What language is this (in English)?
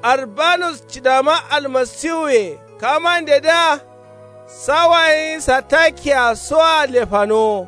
Kanuri